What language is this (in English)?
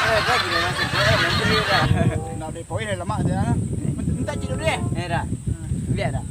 Minangkabau